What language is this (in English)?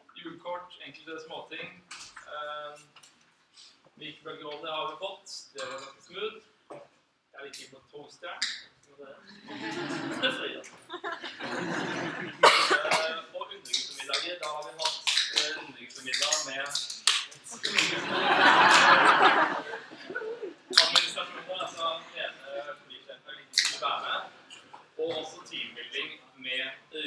Norwegian